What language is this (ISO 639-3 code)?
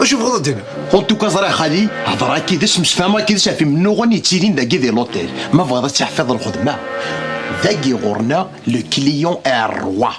kab